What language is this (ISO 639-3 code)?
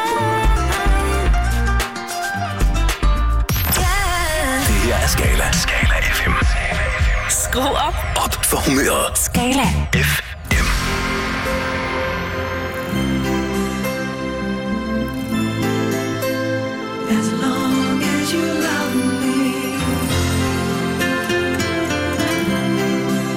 dan